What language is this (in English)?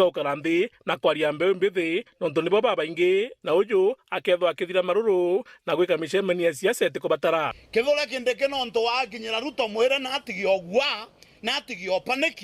Meru